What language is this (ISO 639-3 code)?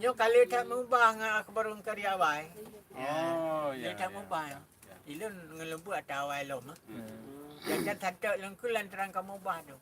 ace